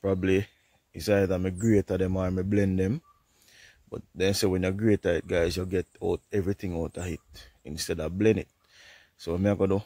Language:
Jamaican Creole English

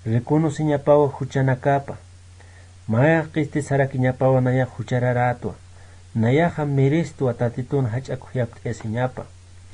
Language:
Aymara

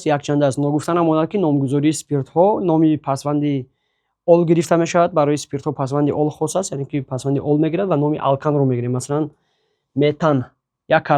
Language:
Tajik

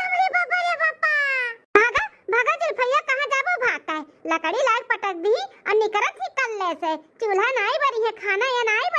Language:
Awadhi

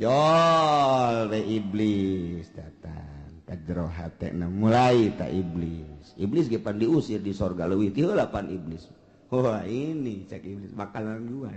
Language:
Sundanese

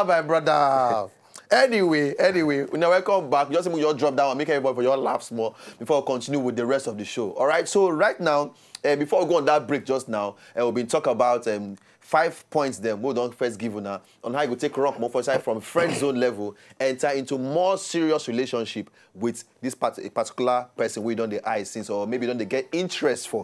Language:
Nigerian Pidgin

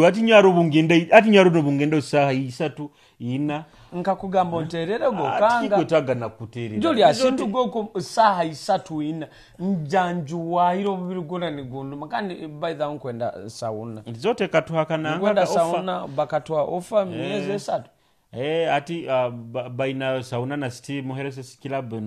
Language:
Nyoro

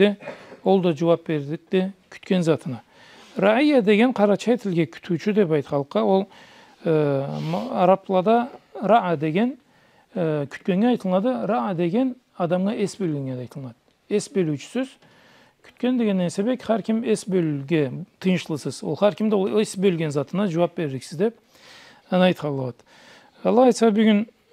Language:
Karachay-Balkar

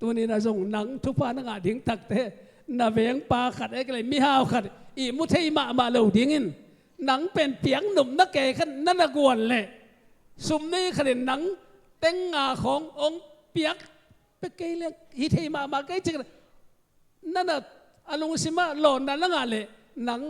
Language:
Tedim Chin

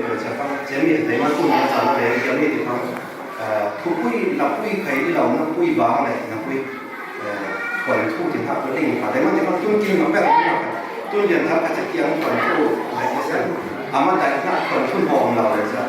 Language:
Falam Chin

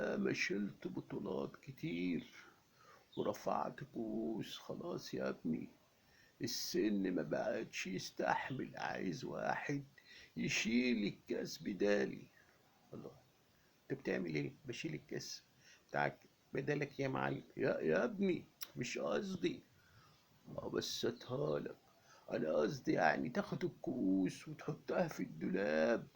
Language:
Egyptian Arabic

